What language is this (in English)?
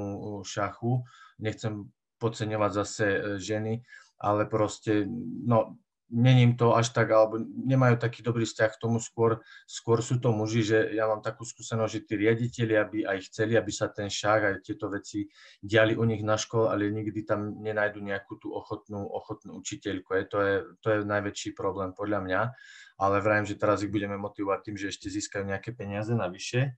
Slovak